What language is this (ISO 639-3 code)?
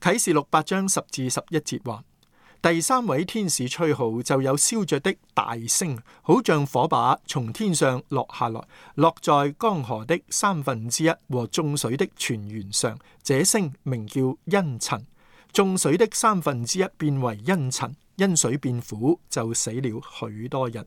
yue